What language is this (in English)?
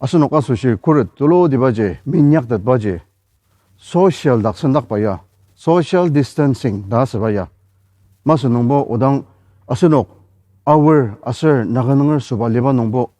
Ao Naga